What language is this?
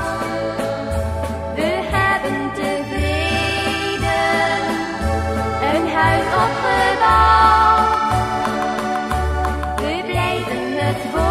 Dutch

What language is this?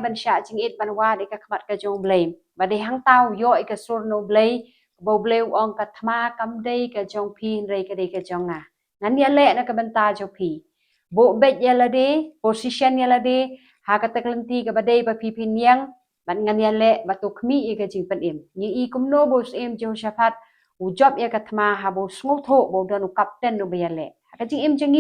Khasi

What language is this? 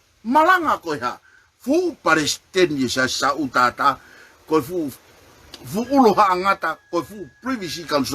Tongan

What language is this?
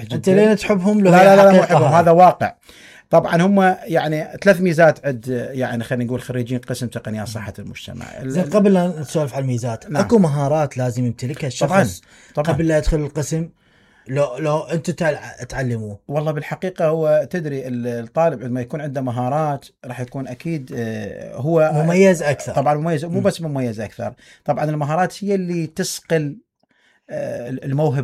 Mesopotamian Arabic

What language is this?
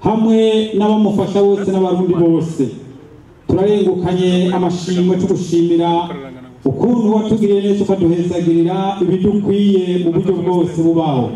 Rundi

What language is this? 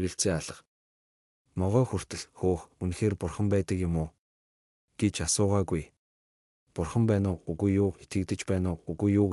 Mongolian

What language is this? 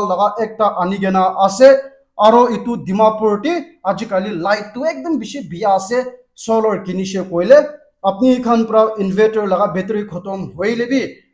Naga Pidgin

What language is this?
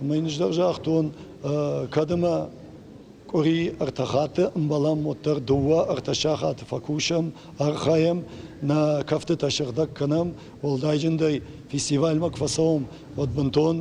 Ossetic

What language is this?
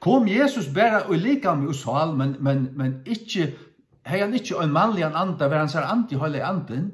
Faroese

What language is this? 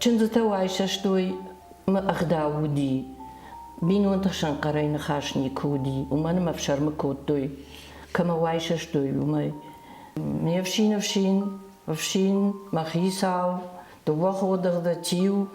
Ossetic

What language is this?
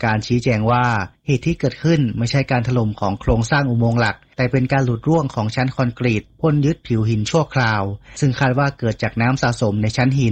Thai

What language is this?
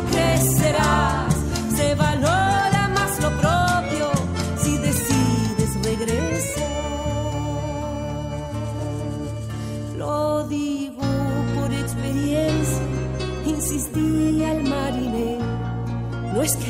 Spanish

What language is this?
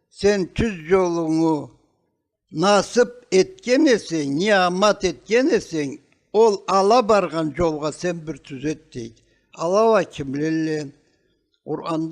Karachay-Balkar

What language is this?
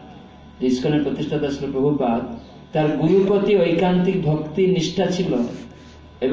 Bangla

